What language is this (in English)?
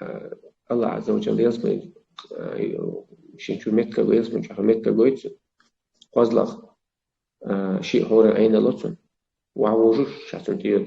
Chechen